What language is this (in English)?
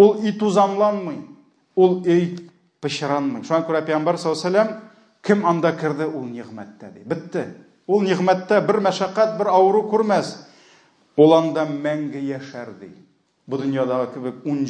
Tatar